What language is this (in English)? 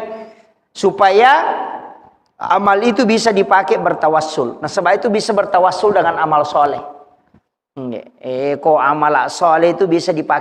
Buginese